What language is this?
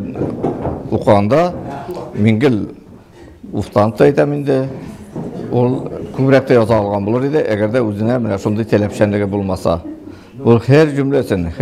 Tatar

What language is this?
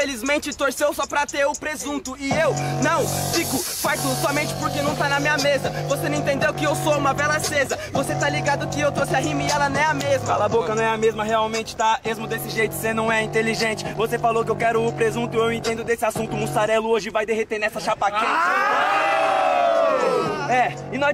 Portuguese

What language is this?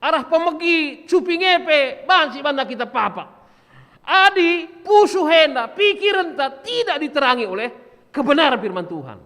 Batak Karo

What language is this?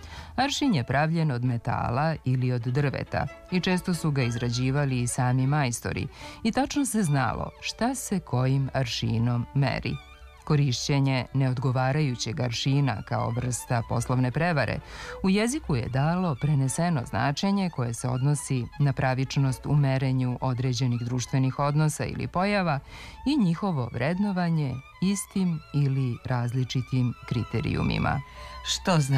Serbian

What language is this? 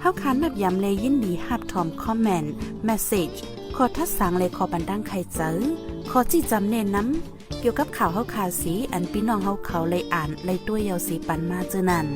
Shan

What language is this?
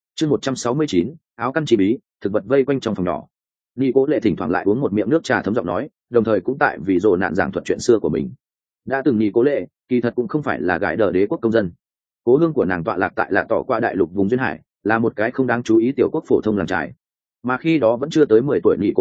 Vietnamese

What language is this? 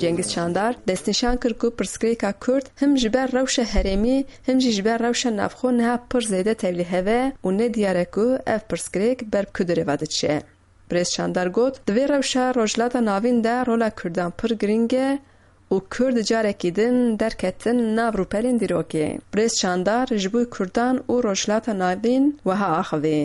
Kurdish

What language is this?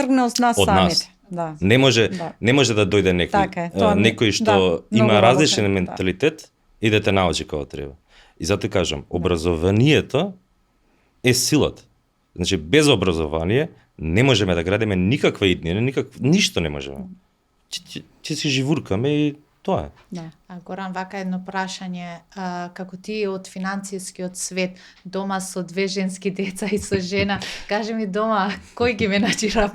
Macedonian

